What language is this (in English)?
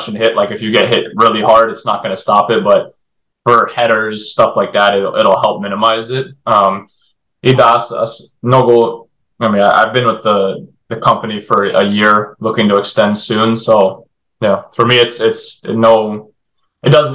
Bulgarian